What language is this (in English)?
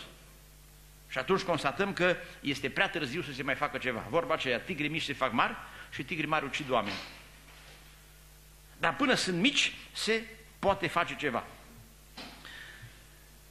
Romanian